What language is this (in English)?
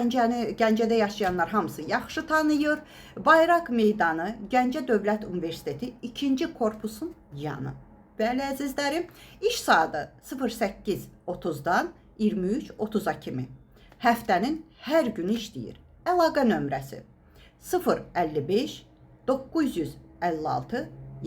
Azerbaijani